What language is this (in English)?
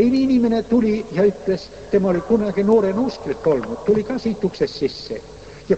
Estonian